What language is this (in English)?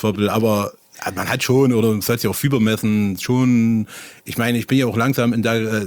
German